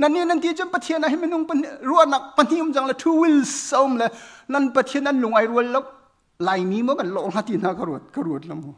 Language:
Hakha Chin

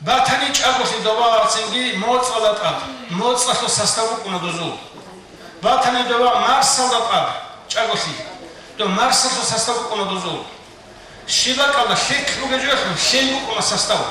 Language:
Avaric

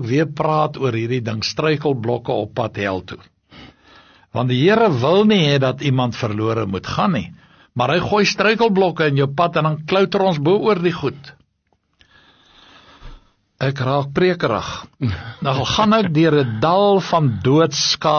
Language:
Afrikaans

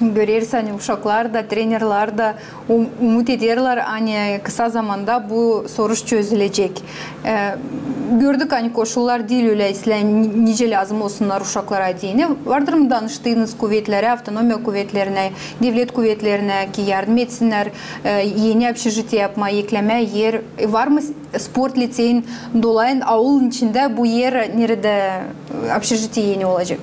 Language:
Gagauz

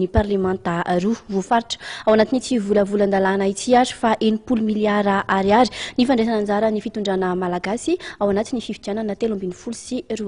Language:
Malagasy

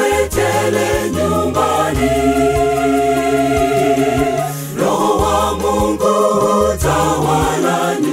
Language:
Swahili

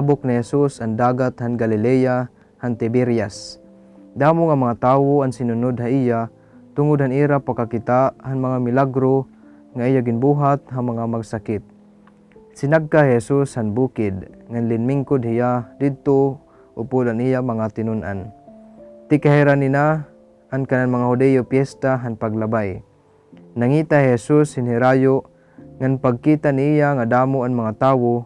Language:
Waray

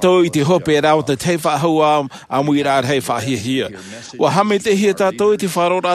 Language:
Tahitian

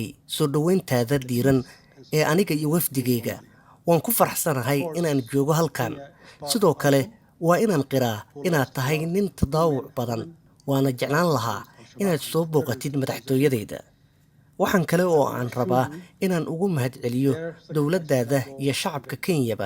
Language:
Somali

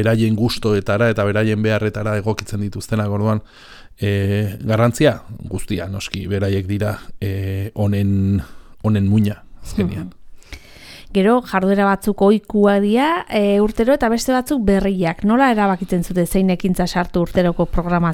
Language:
Basque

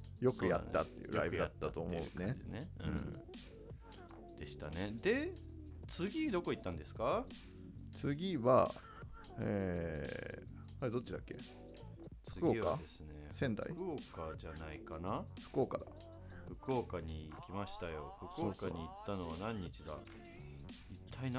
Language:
Japanese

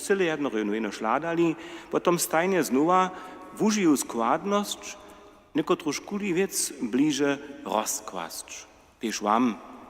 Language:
Upper Sorbian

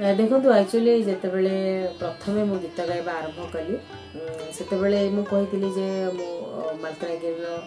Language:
Odia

